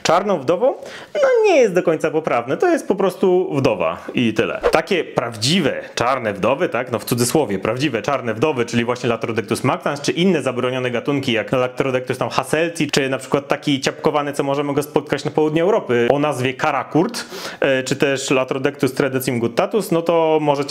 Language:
Polish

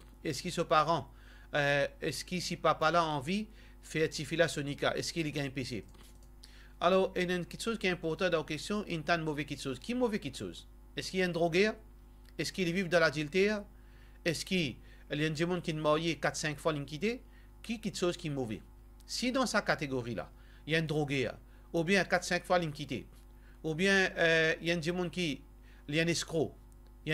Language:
Morisyen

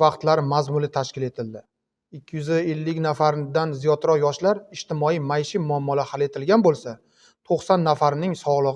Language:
Uzbek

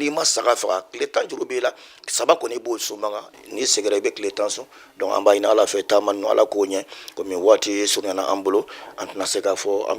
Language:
Bambara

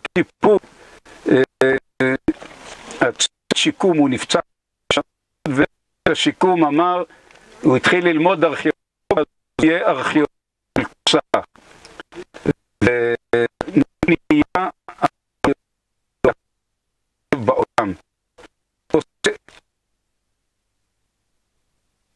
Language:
Hebrew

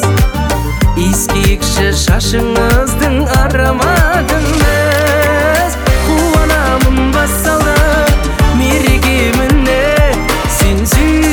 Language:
Kazakh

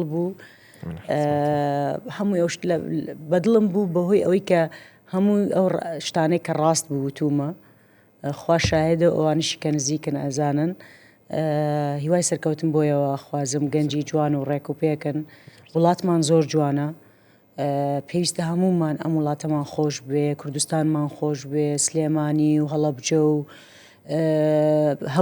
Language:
Central Kurdish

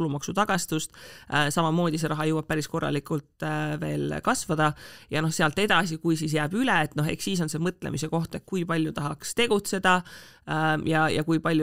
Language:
Estonian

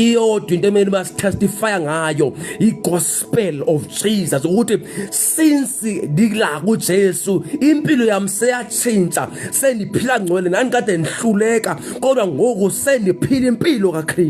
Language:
Zulu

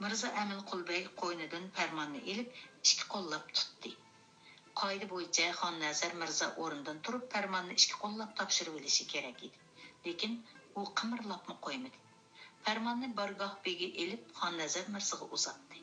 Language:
Uyghur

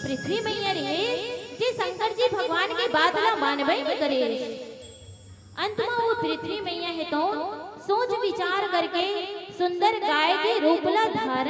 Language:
Chhattisgarhi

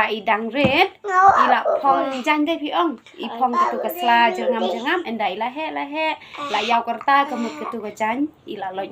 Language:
Khasi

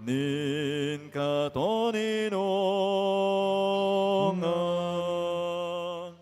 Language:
Bikol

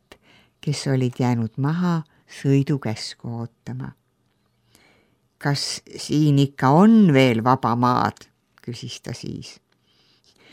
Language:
Estonian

